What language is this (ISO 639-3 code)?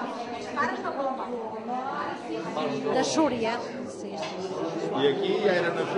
cat